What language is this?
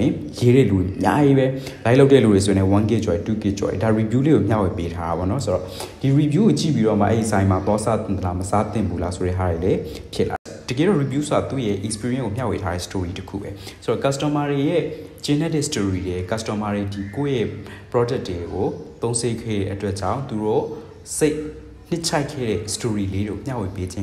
Burmese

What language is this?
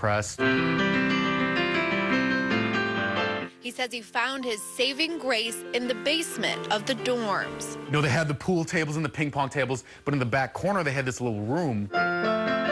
English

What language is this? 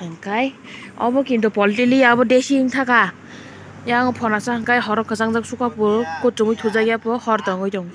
Kok Borok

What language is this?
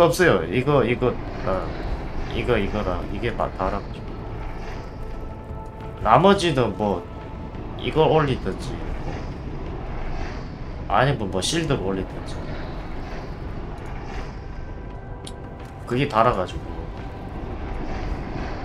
Korean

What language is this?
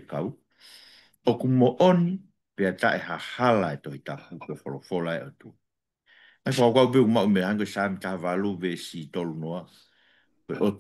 Tongan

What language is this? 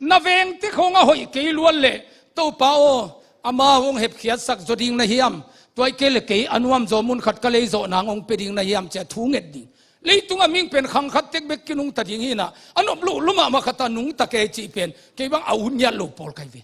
Tedim Chin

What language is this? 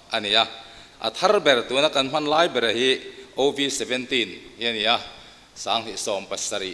Mizo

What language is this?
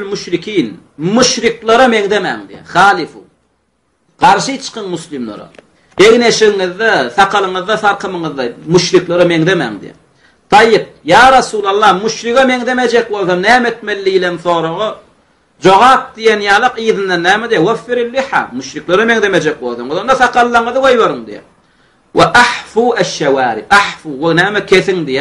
Turkmen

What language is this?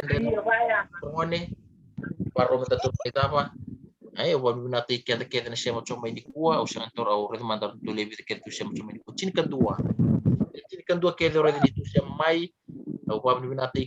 Fijian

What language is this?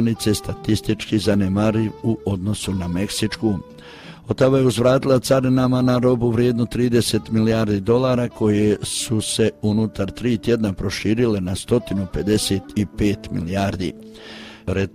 Croatian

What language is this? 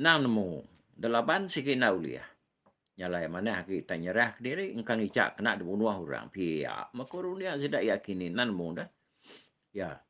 Iban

